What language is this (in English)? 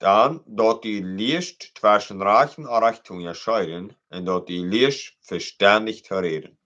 Plautdietsch